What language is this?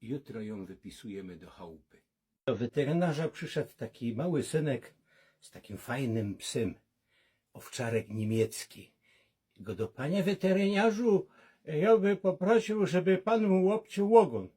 Silesian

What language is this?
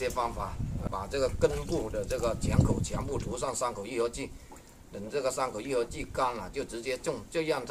Chinese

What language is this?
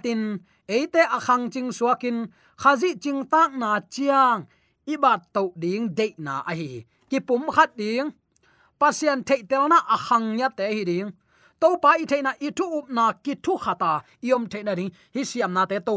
Tedim Chin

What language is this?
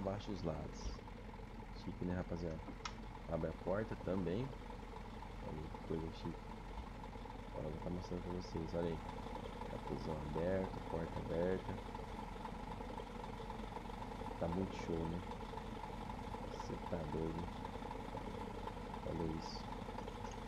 Portuguese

